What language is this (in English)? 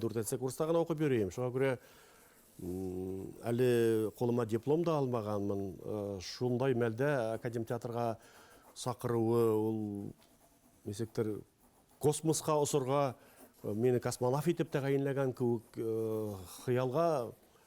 Bashkir